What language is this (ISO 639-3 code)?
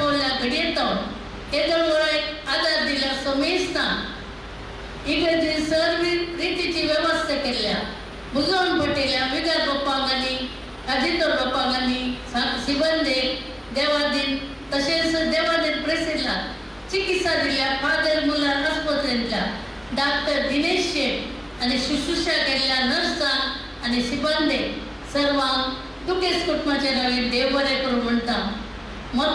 kok